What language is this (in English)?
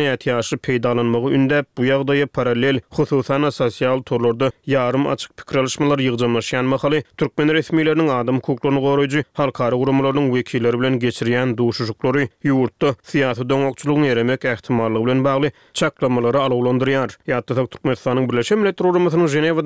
Turkmen